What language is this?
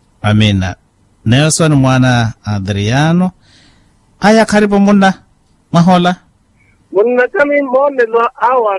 Makhuwa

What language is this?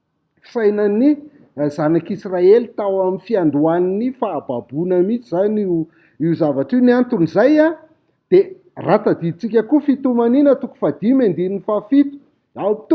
Malagasy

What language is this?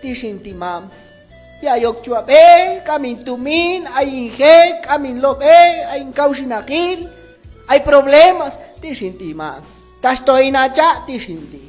Q'anjob'al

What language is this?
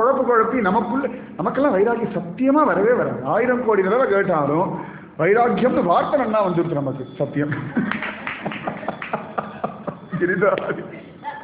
Tamil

